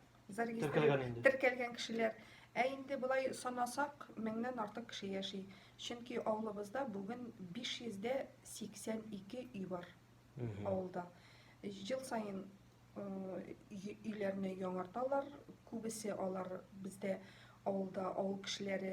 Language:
Tatar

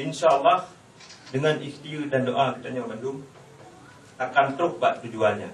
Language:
Achinese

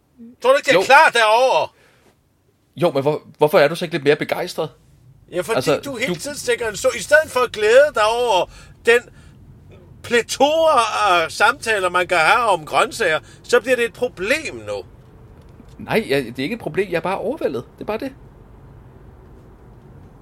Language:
Danish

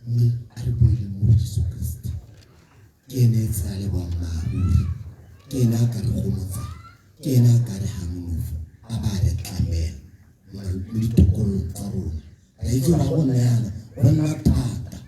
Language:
Tswana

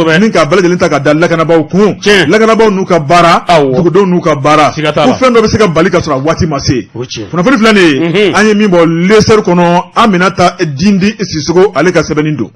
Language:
Bambara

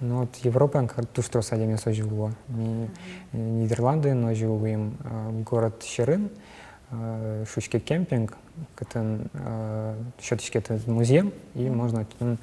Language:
Udmurt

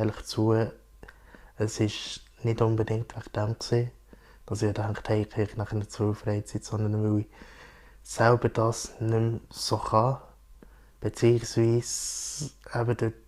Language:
Swiss German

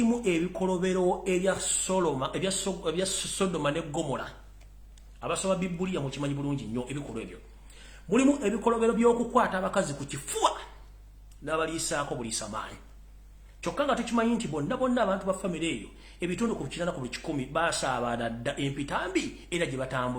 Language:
Ganda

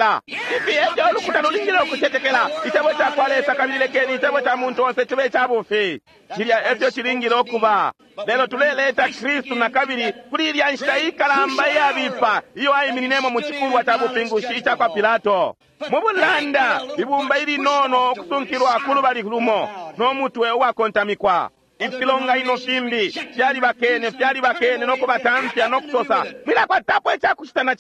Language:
Bemba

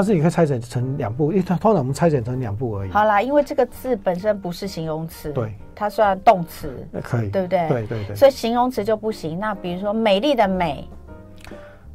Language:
Chinese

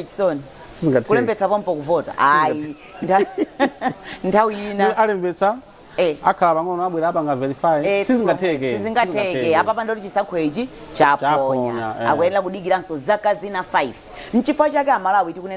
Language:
Nyanja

